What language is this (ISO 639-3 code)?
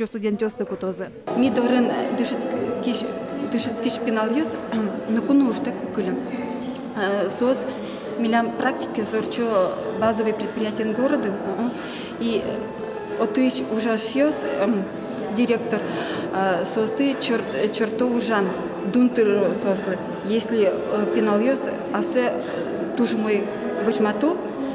udm